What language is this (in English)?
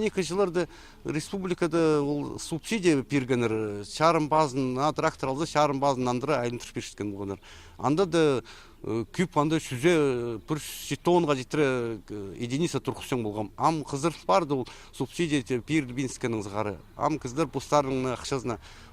Khakas